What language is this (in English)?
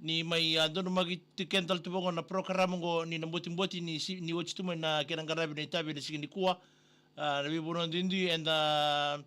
Fijian